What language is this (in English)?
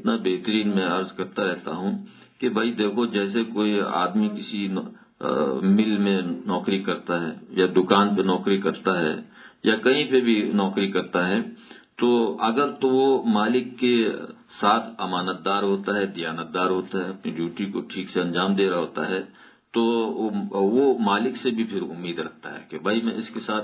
Urdu